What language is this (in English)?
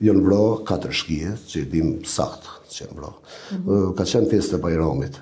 Albanian